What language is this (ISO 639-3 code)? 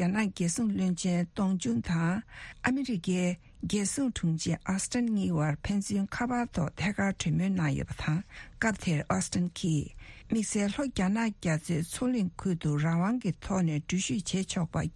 bod